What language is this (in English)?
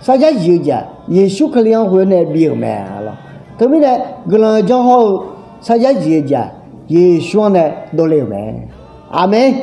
Akha